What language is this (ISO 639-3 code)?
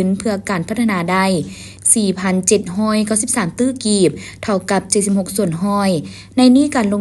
lao